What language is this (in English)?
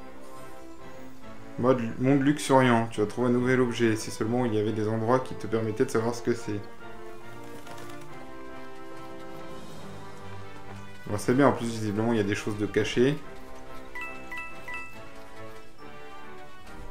French